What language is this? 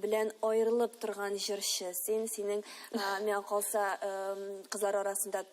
Tatar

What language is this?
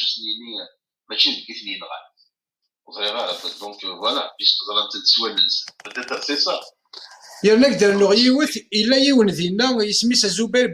Kabyle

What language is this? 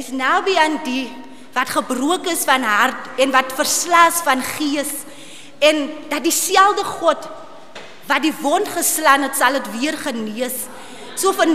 Afrikaans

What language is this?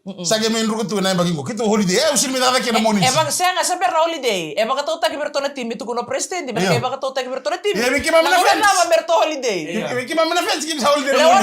Fijian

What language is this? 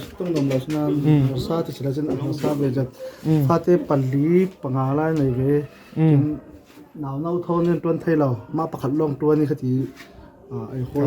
Hakha Chin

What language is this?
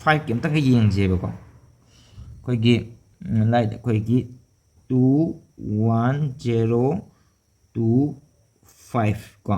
Manipuri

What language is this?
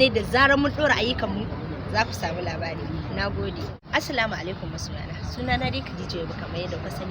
Hausa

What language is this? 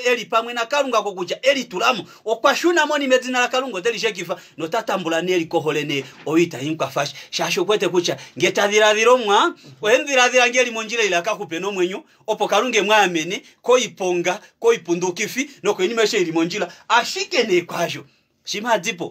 Kuanyama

